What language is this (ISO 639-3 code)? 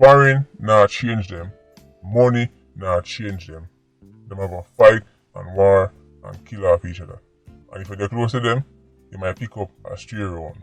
jam